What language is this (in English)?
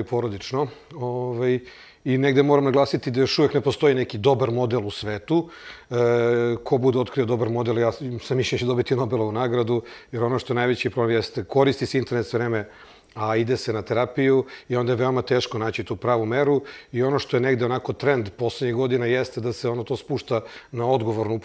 Serbian